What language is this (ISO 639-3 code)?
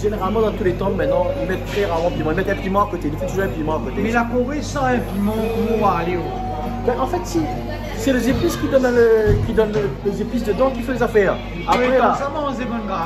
rcf